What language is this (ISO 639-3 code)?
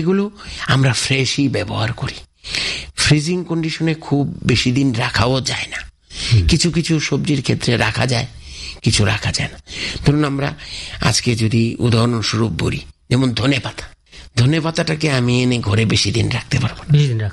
ben